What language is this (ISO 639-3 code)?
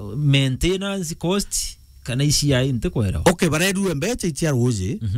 mer